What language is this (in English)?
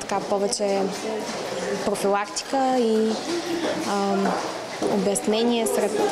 Bulgarian